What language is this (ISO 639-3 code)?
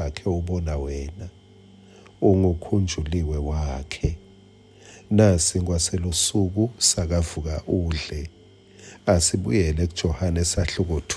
ssw